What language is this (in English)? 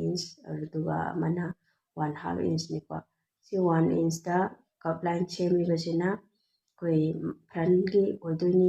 Manipuri